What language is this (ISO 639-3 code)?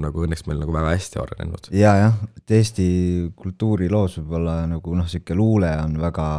est